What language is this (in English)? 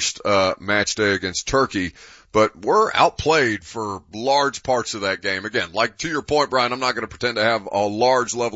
English